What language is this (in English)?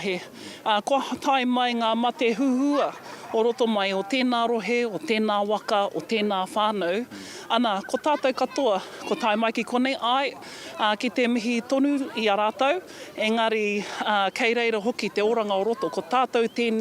Māori